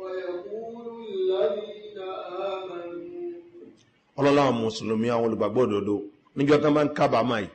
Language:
Yoruba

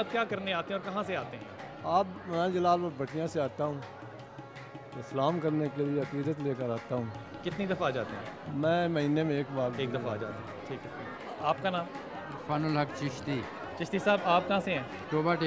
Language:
Urdu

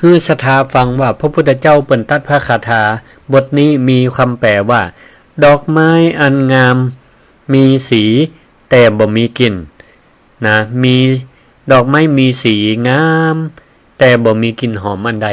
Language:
Northern Thai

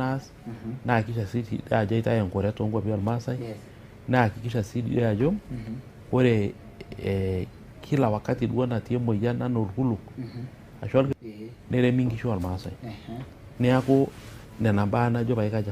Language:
Masai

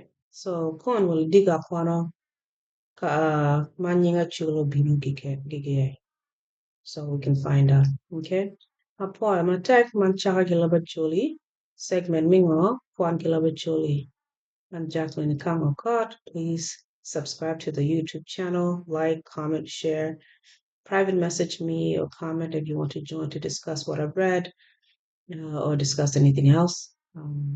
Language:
Acoli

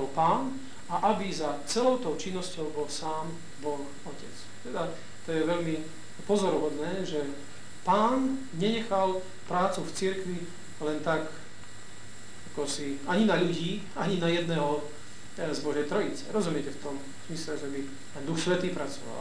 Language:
Slovak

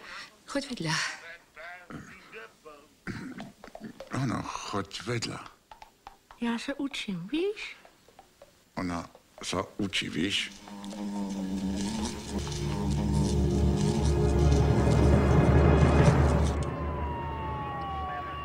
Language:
Slovak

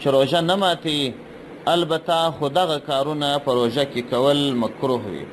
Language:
Pashto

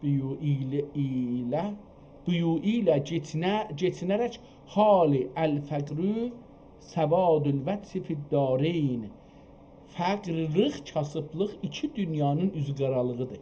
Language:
South Azerbaijani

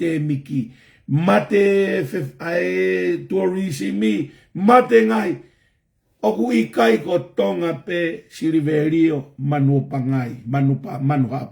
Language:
Tongan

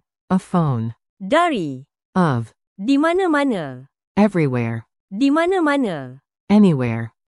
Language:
Malay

